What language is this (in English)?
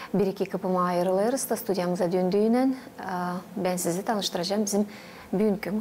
Gagauz